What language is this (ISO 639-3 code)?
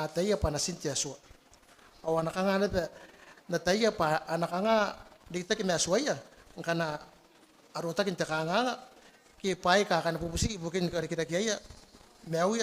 gil